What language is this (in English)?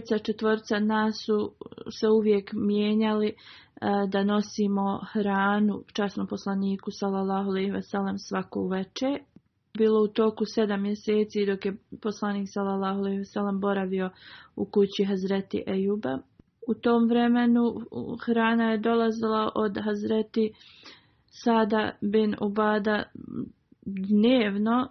Bosnian